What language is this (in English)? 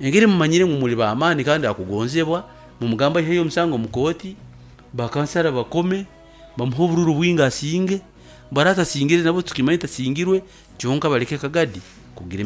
Nyankole